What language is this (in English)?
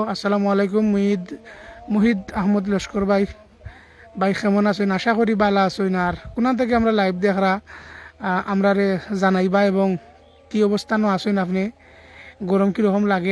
Sylheti